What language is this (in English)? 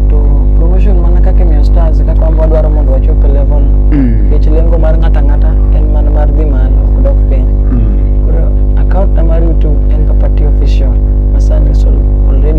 Luo (Kenya and Tanzania)